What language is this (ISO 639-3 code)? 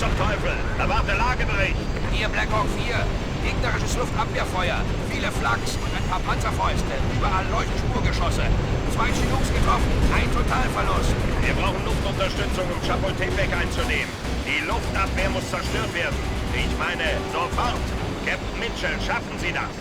bar